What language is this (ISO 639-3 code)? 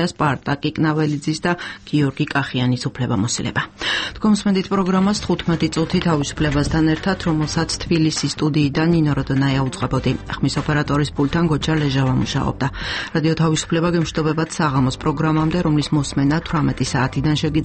kat